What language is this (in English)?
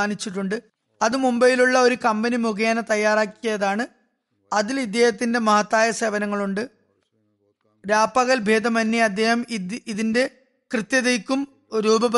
Malayalam